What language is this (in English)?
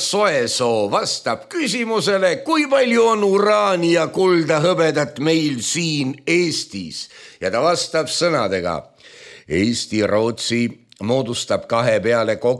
Estonian